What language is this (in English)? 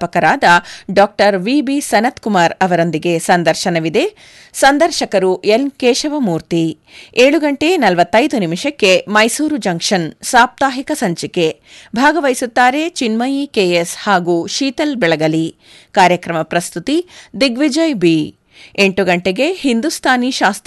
Kannada